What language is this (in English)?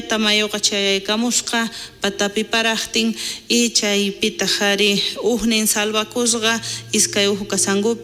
South Bolivian Quechua